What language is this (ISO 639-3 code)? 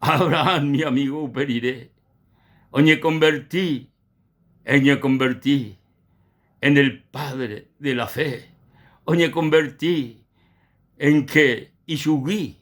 grn